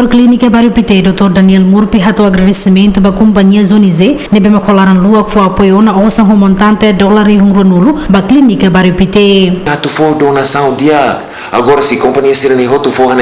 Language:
Tetum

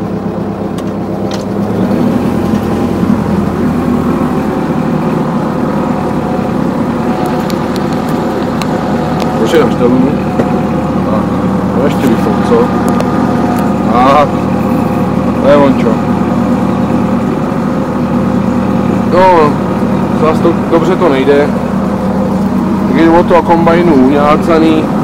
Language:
Czech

